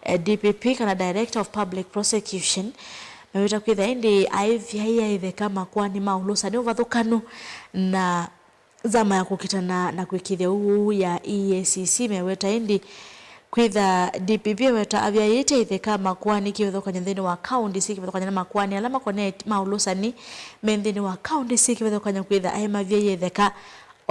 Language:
Kamba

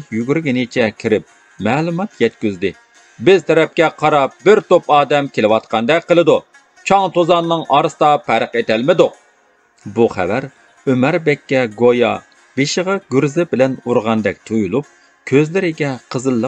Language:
Uyghur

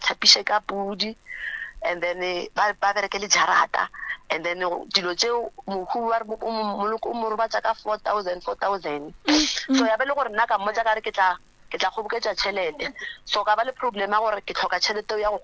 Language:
Northern Sotho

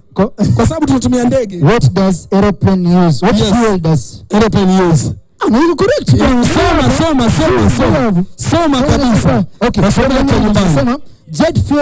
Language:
Swahili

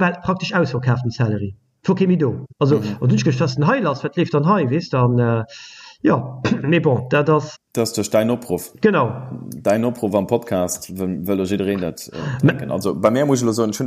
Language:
Luxembourgish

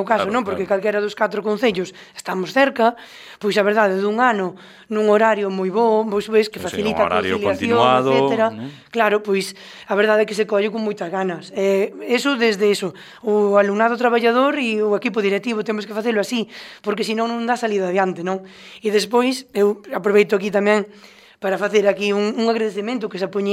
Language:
Galician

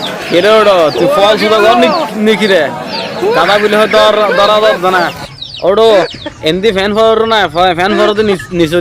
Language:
Rohingya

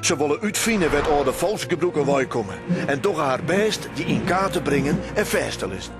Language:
Western Frisian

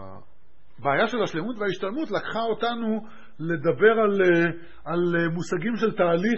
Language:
Hebrew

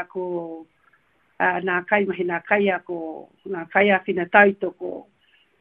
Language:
Māori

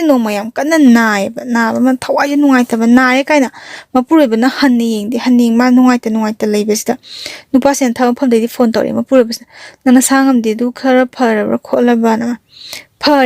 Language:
Manipuri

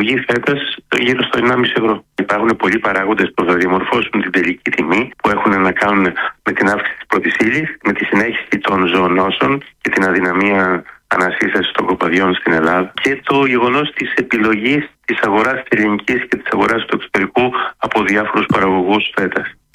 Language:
Greek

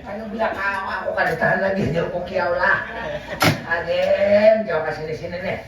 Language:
Banjar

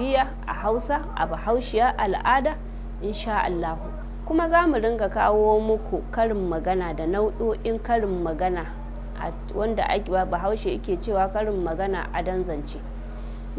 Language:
Hausa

